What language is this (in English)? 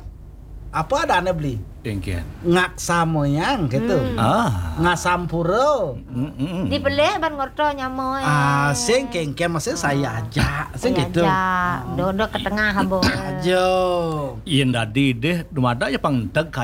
Balinese